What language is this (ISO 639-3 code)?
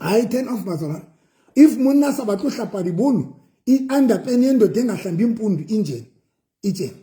sot